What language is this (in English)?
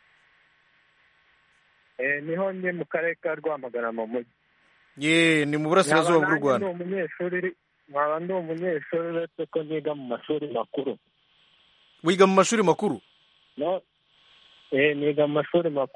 Kinyarwanda